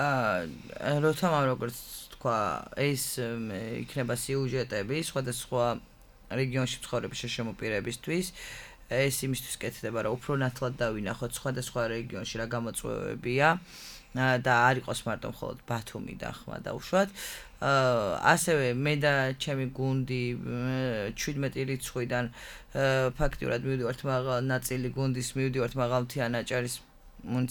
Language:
Georgian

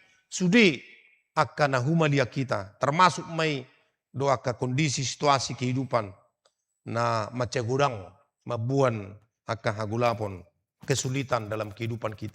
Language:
Batak Toba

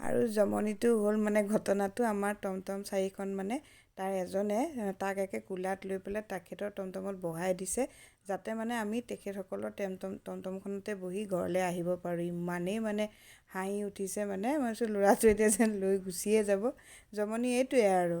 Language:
Assamese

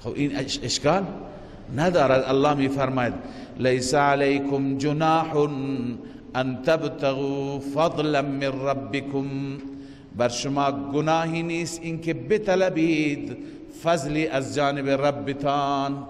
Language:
Persian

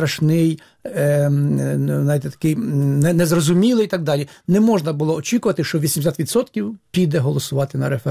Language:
Ukrainian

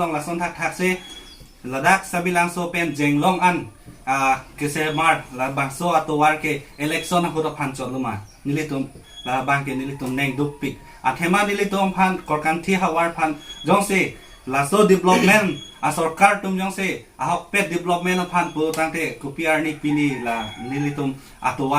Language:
Karbi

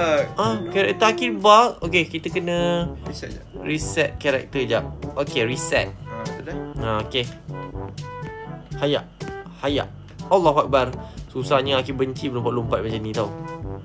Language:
Malay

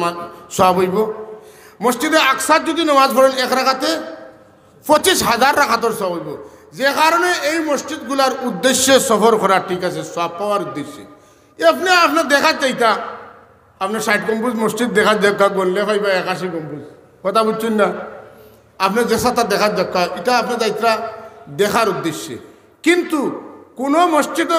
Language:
Sylheti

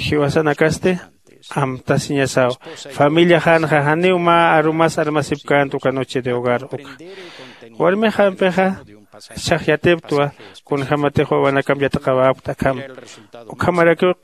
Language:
Aymara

